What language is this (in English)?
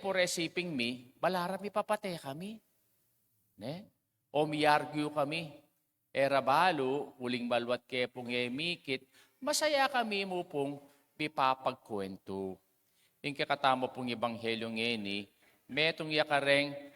Pampanga